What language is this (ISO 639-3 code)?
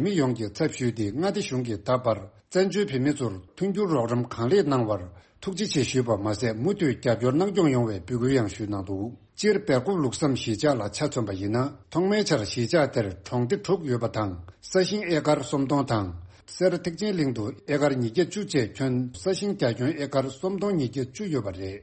bod